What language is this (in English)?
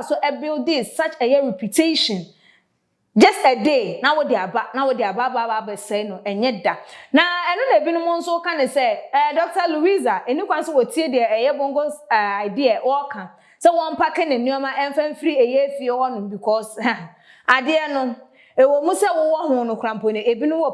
Akan